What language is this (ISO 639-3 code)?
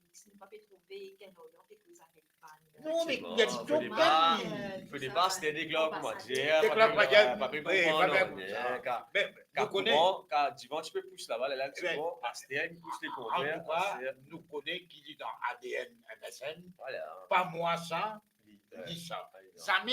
mfe